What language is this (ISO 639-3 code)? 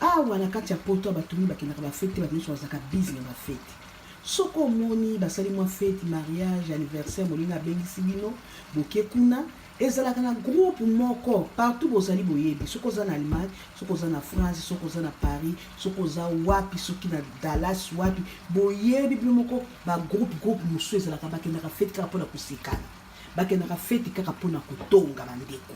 lin